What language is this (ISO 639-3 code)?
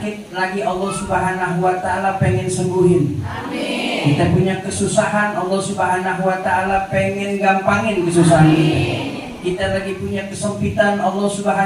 bew